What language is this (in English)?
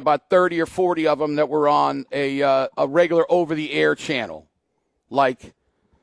English